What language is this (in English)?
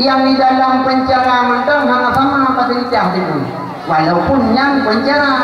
Achinese